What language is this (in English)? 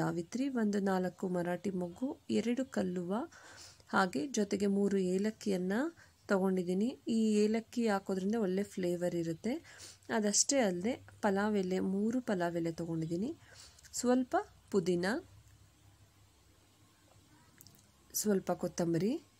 Kannada